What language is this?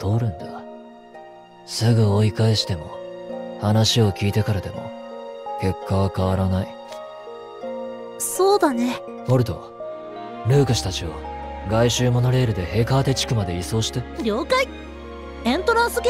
Japanese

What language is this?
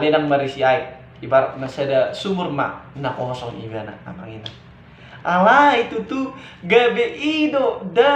Batak Toba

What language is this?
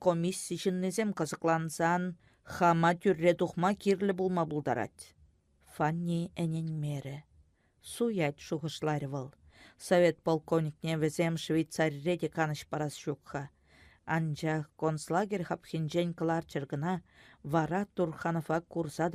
Chuvash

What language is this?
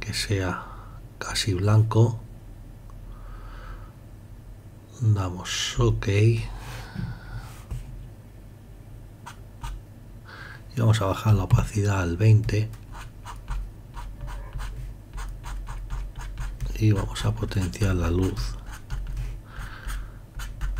Spanish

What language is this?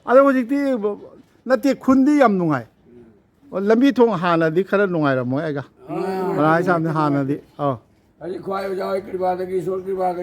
Manipuri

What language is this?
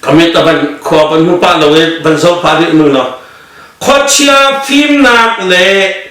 Hakha Chin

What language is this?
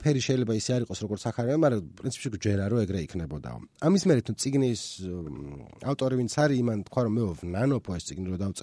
Georgian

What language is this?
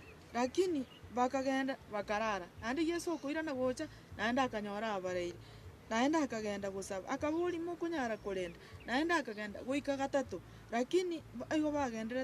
Gusii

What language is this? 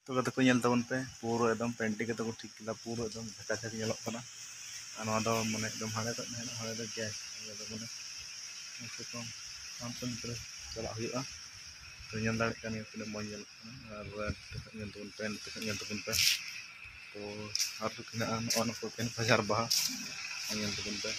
Santali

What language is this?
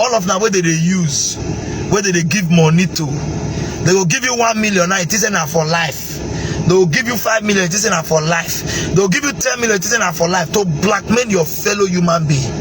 Nigerian Pidgin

